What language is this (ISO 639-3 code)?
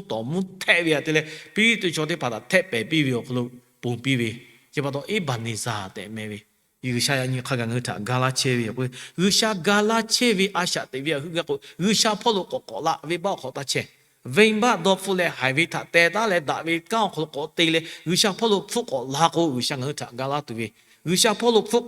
lhu